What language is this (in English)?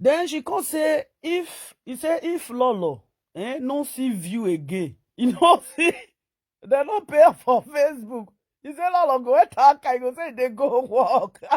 Nigerian Pidgin